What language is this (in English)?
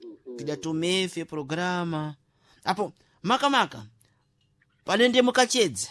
Sena